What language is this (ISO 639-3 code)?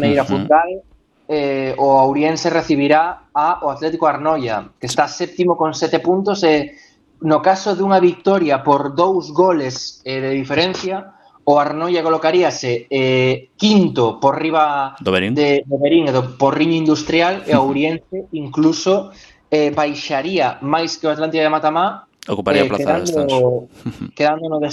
glg